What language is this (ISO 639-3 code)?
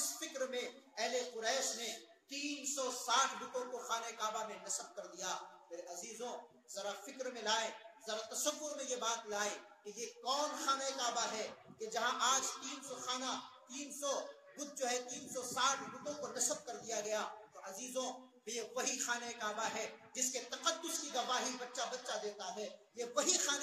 urd